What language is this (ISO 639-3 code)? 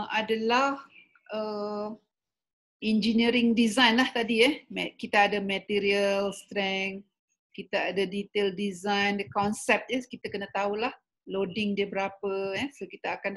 msa